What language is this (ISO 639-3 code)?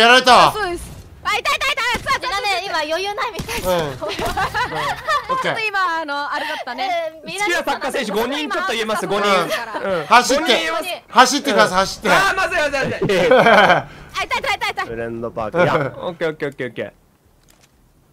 jpn